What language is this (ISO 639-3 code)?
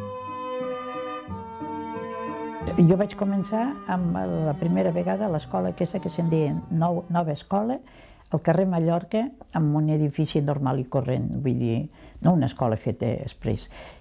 cat